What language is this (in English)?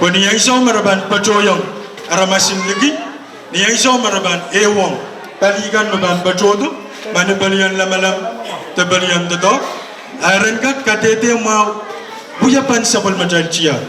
Pohnpeian